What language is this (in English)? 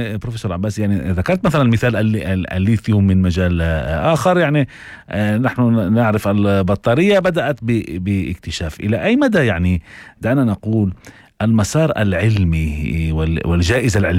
North Levantine Arabic